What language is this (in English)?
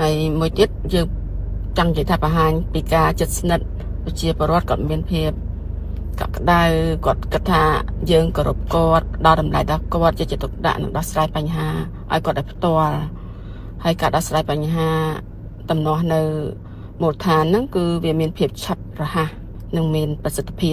Khmer